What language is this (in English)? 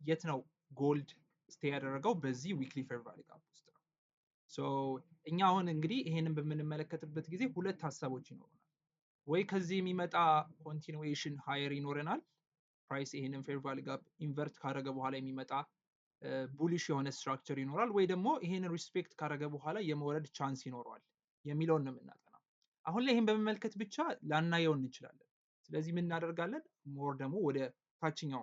Amharic